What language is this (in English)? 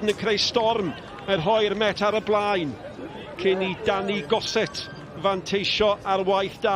Welsh